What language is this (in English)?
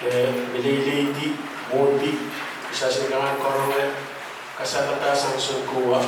Pohnpeian